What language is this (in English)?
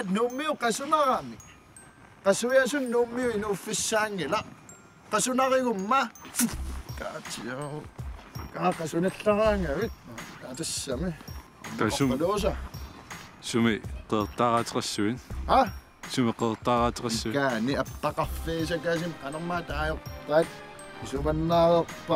Kalaallisut